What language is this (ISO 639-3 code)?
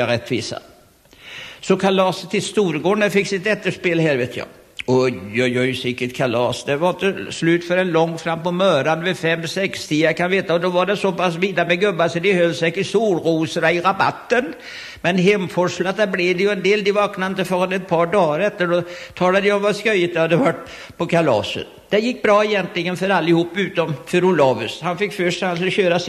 swe